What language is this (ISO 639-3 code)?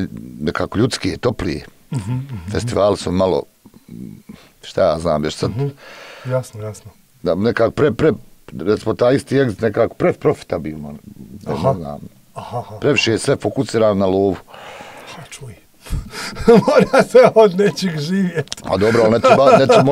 hrv